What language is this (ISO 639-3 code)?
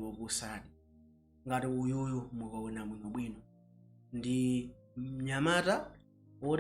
nya